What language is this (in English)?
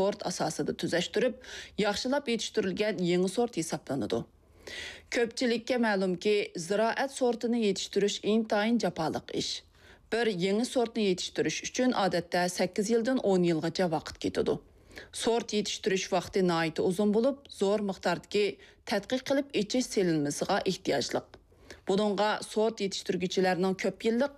Uyghur